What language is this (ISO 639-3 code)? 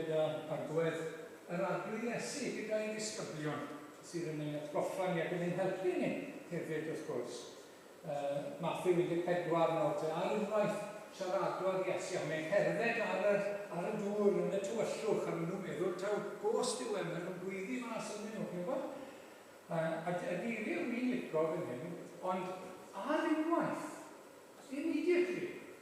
cym